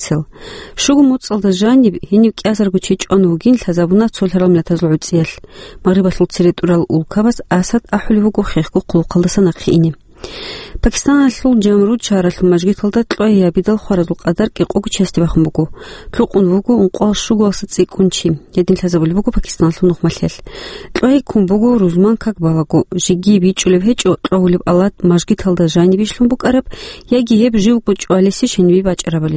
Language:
Avaric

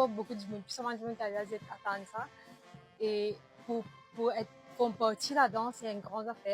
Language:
Morisyen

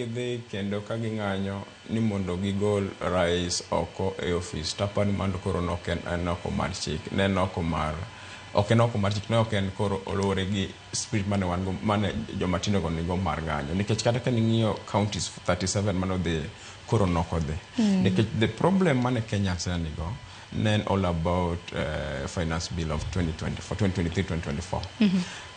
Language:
Luo (Kenya and Tanzania)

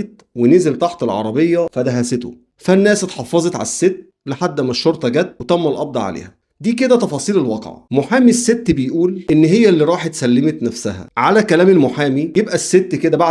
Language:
Egyptian Arabic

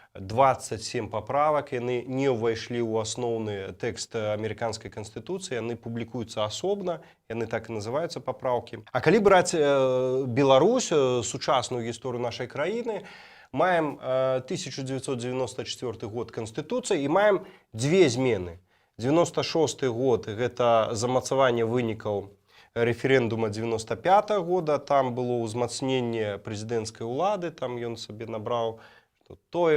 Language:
Belarusian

